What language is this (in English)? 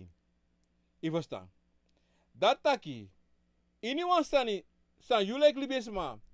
Sranan Tongo